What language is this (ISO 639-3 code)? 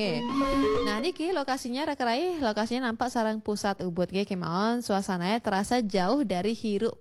ban